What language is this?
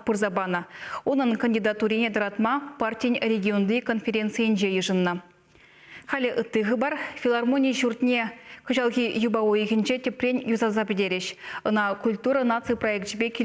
Chuvash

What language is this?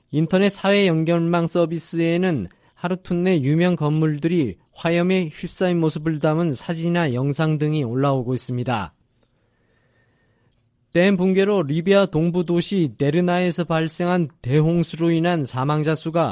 Korean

